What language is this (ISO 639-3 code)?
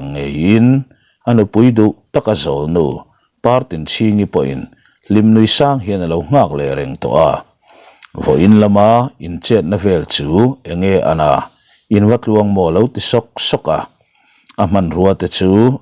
lus